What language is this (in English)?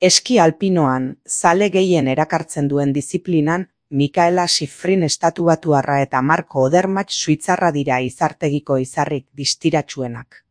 Basque